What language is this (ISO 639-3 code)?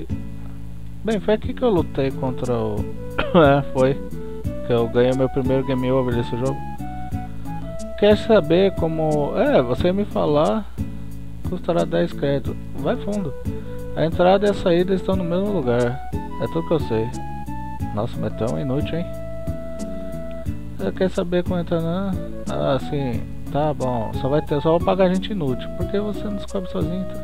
por